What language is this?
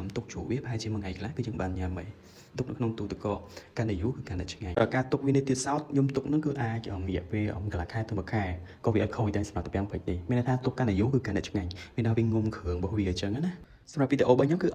Khmer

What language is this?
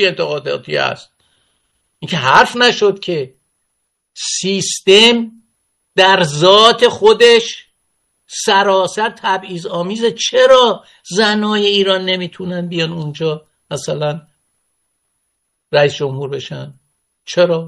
Persian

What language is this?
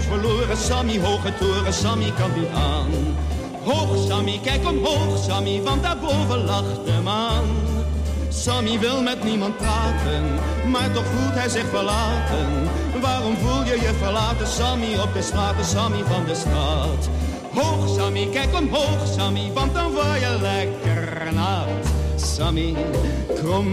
Dutch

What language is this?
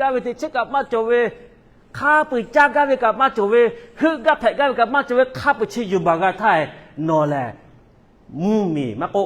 Lahu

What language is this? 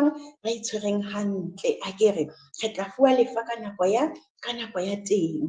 Southern Sotho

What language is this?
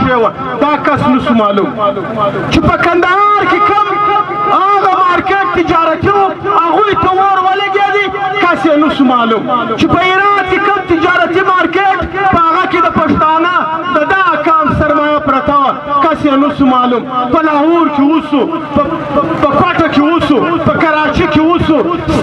Pashto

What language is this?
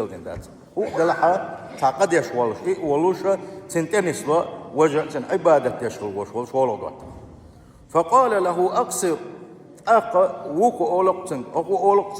Chechen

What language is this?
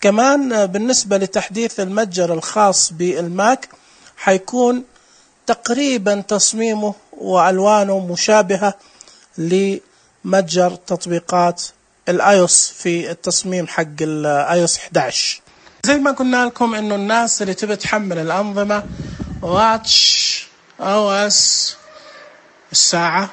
Najdi Arabic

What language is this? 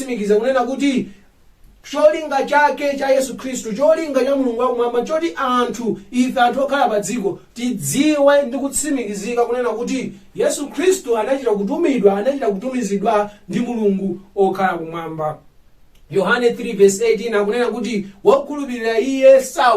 Nyanja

